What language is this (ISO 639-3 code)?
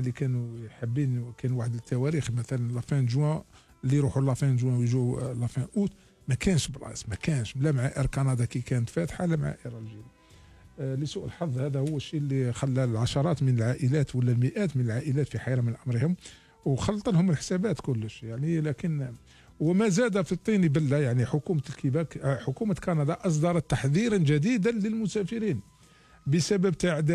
arq